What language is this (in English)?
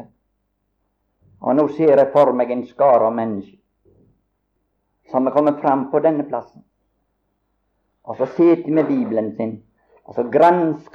Norwegian